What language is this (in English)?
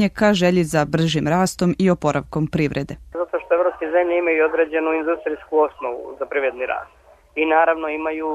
Serbian